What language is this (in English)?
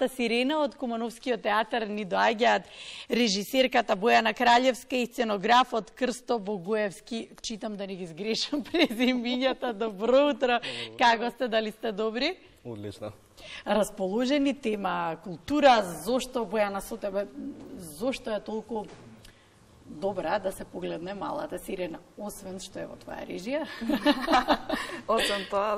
Macedonian